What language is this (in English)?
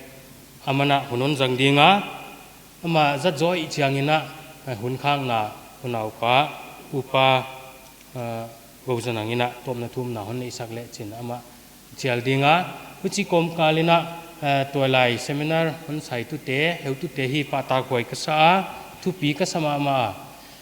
Paite Chin